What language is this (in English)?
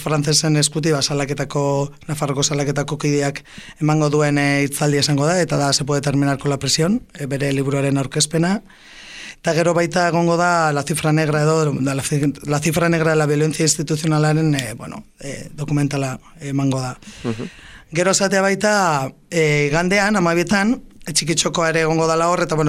Basque